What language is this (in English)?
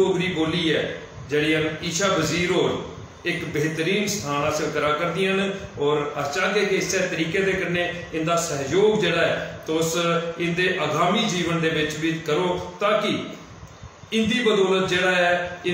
Dogri